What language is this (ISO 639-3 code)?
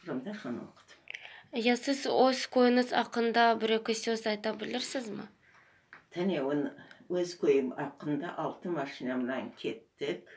crh